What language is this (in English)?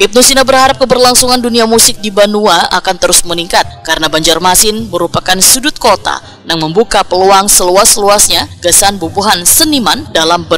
Banjar